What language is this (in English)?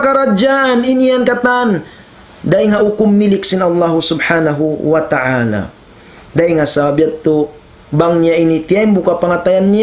Tausug